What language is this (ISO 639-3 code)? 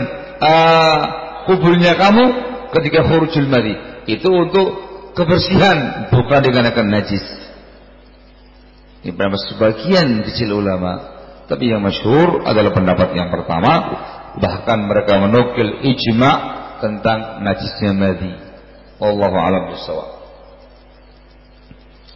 ind